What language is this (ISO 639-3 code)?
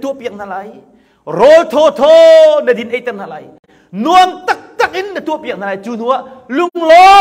cnh